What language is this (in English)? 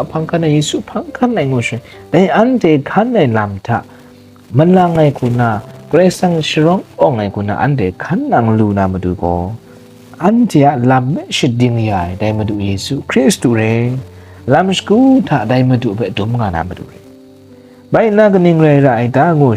Kachin